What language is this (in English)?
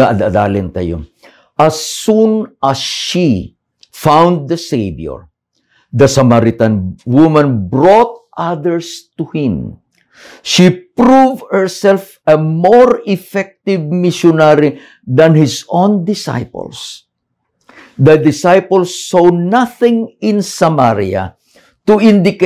Iloko